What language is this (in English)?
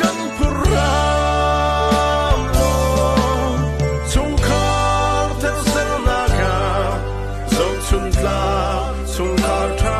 Hakha Chin